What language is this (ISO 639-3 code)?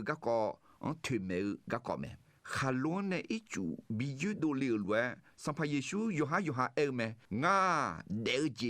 ahk